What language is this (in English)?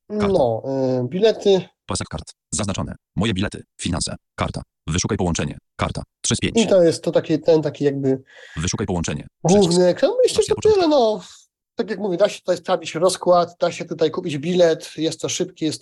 Polish